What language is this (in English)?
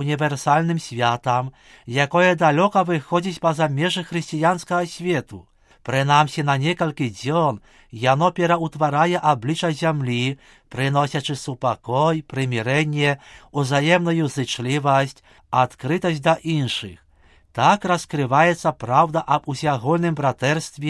Belarusian